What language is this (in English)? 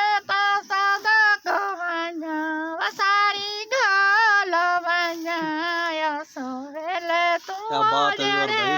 Saraiki